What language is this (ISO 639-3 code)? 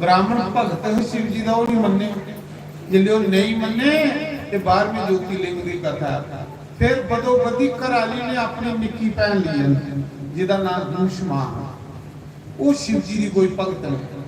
doi